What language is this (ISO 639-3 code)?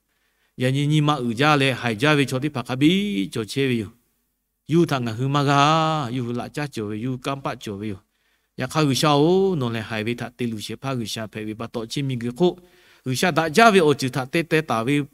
lhu